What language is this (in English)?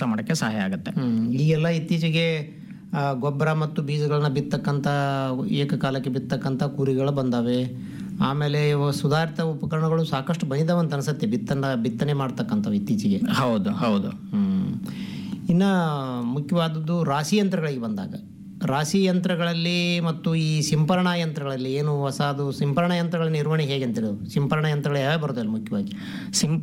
Kannada